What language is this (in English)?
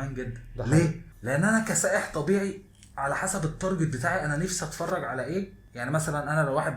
Egyptian Arabic